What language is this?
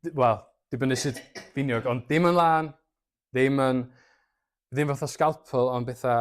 Welsh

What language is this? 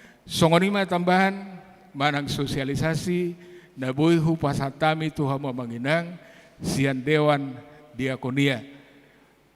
Batak Toba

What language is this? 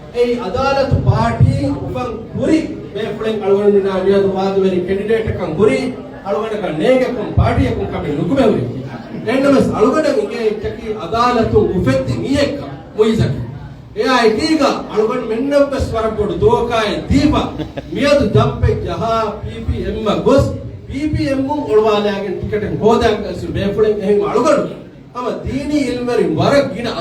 Divehi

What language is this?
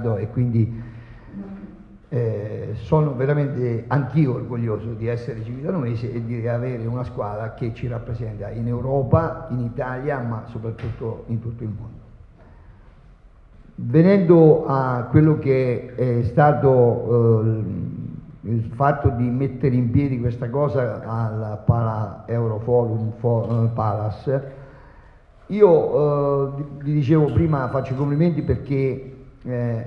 Italian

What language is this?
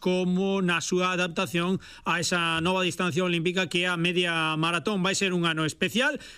Galician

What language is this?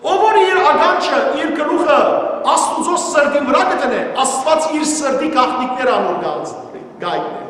Western Armenian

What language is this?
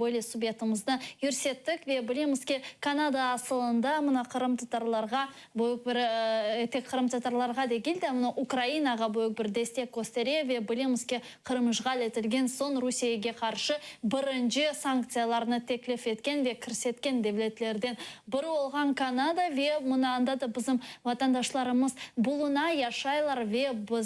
Crimean Tatar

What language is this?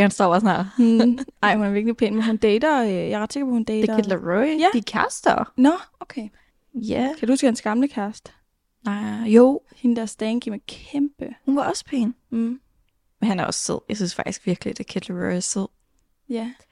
Danish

